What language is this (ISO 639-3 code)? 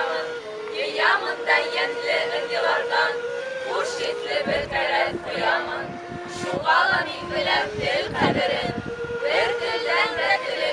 bak